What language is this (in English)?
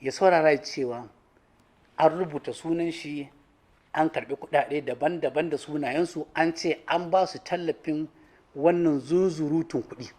Hausa